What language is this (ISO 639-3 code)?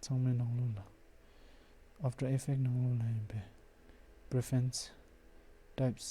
bod